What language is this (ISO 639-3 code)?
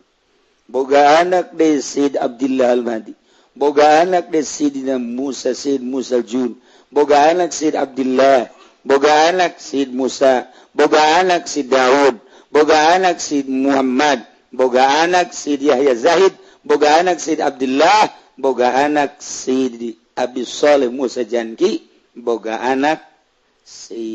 sun